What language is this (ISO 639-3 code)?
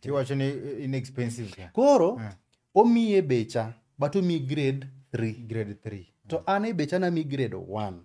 luo